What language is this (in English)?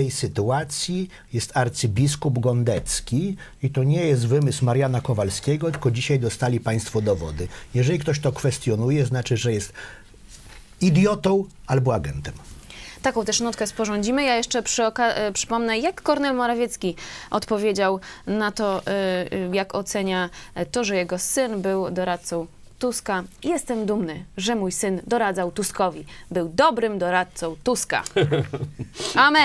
Polish